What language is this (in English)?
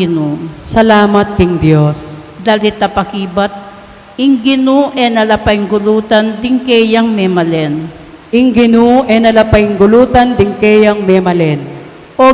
Pampanga